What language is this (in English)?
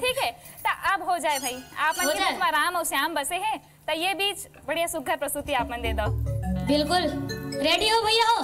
Chhattisgarhi